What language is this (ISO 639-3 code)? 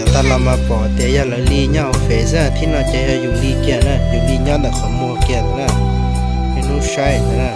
hmn